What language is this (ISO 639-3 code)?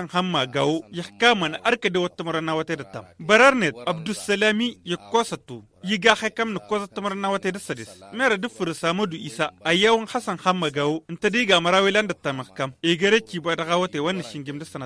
taq